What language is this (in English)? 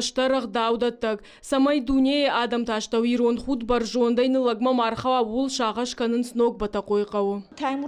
Ossetic